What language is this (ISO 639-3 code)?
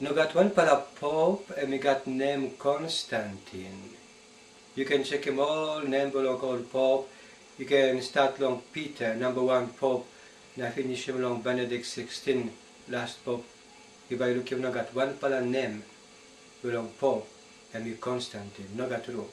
tpi